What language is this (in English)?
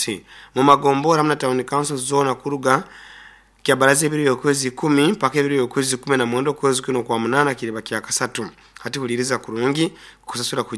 Nyoro